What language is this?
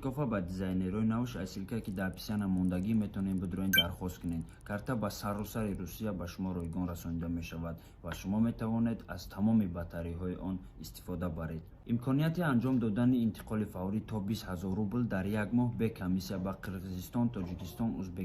Tajik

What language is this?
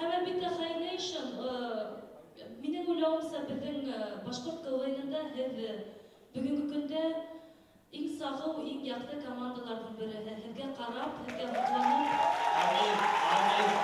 Bashkir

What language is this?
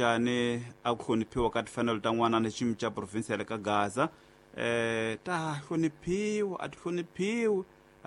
Tsonga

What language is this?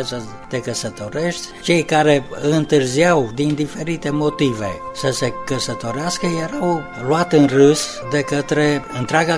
Romanian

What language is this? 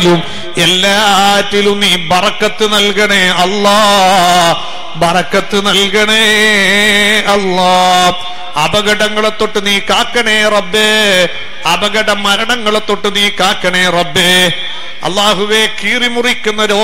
Malayalam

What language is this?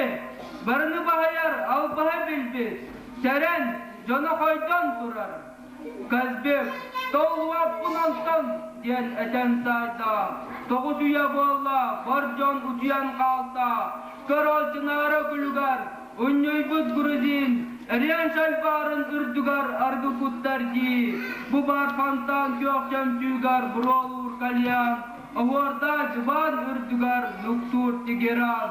Yakut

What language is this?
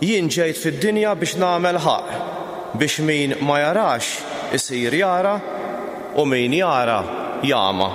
Maltese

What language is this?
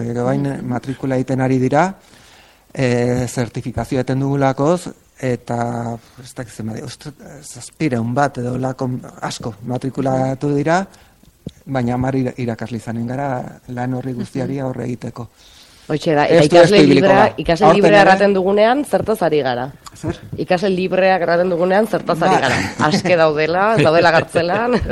Basque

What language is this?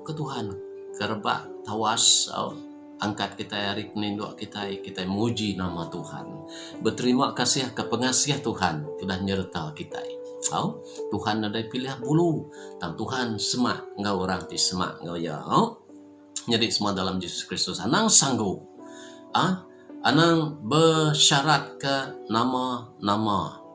Iban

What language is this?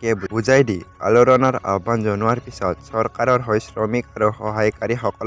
Assamese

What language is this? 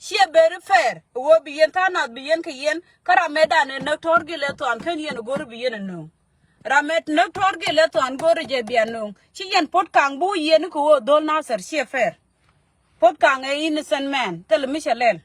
Nuer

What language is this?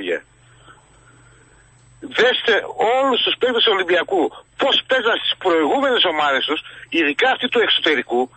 Greek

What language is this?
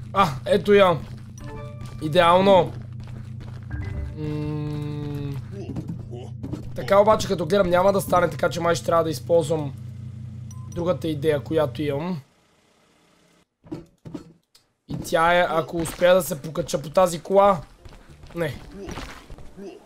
Bulgarian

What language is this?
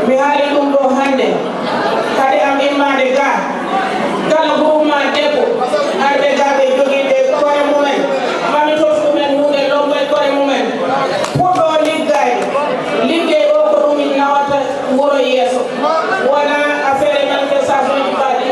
Fula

